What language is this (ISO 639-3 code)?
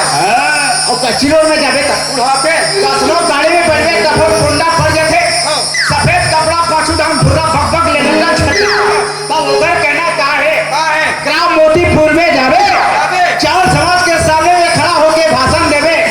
hne